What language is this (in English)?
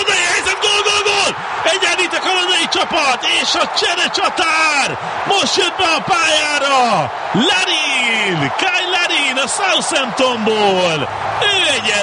Hungarian